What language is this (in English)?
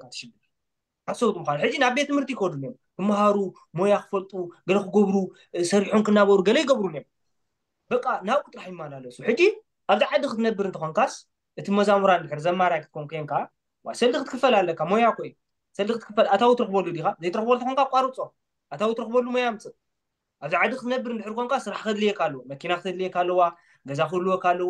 Tigrinya